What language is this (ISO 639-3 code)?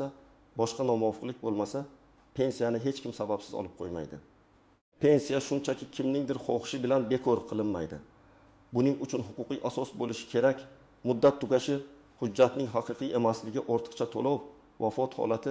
uzb